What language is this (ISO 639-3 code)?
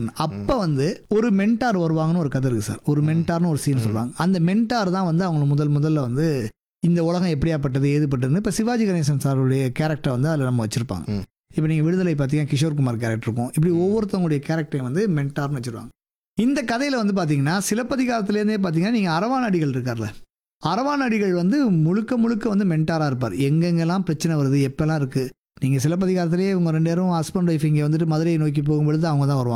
tam